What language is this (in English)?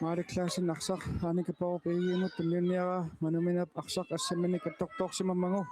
Kalaallisut